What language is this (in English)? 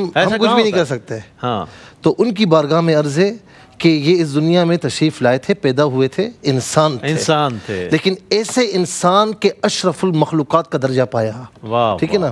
Urdu